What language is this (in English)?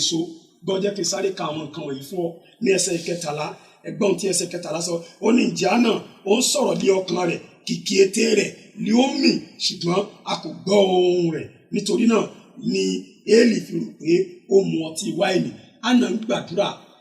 Yoruba